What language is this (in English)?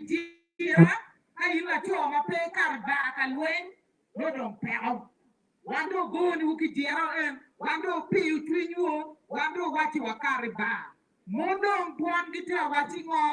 Acoli